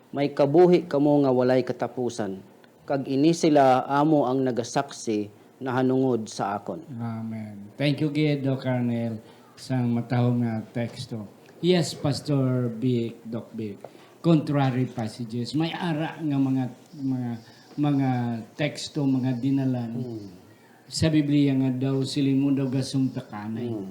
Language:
Hiligaynon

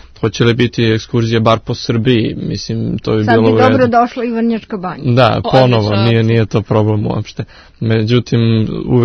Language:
Serbian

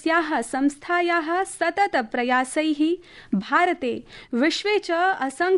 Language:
Sanskrit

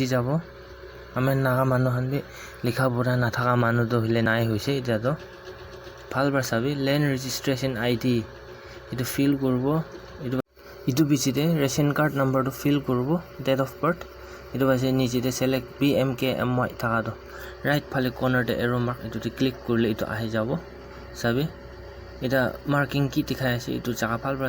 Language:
Naga Pidgin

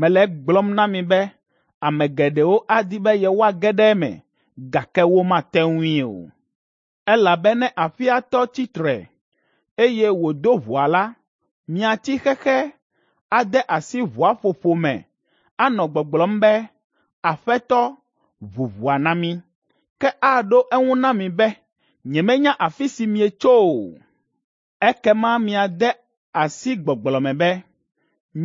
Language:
Ewe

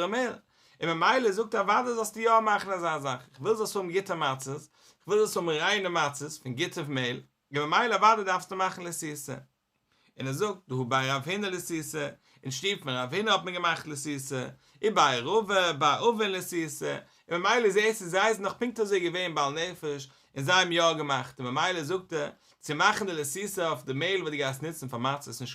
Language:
Yiddish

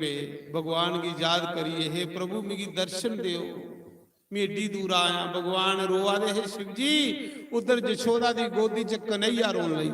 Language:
Dogri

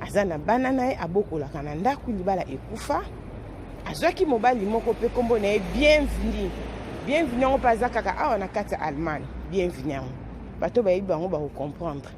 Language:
Lingala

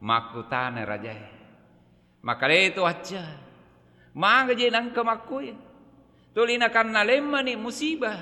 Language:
Buginese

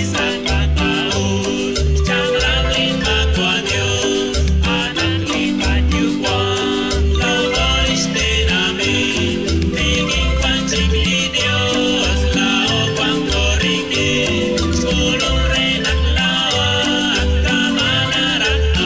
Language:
Kekchí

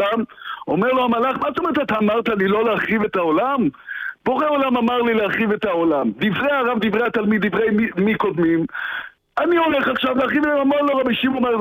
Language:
Hebrew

